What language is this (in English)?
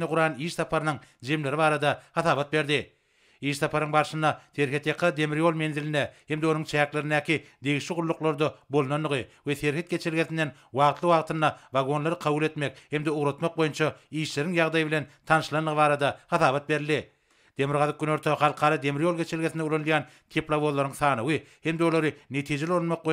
Turkmen